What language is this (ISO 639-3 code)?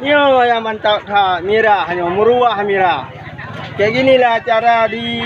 ace